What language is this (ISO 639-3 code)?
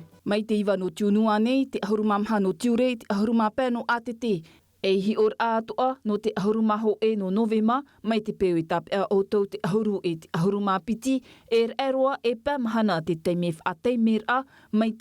tah